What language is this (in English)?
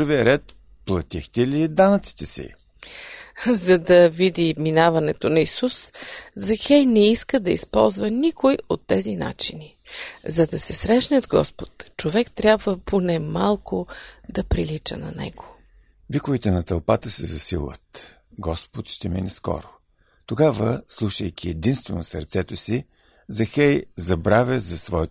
Bulgarian